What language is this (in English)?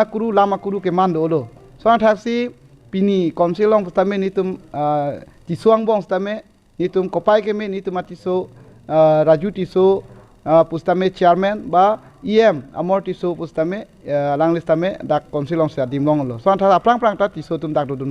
Karbi